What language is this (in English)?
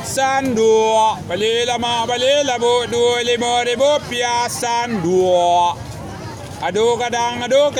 Minangkabau